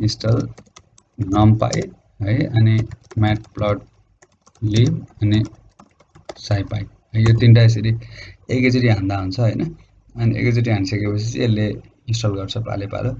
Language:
Nepali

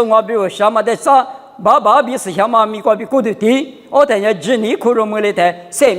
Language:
Lisu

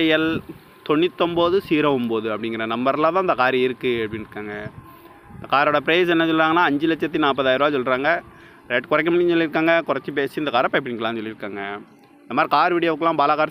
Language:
Tamil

